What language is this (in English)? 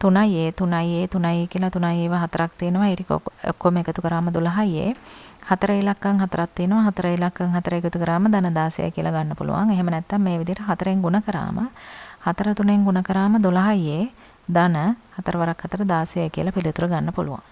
Sinhala